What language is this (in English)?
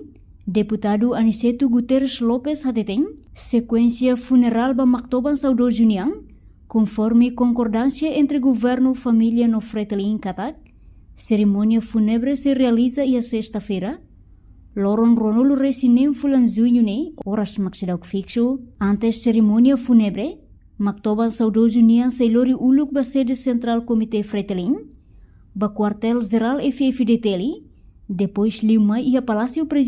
Tetum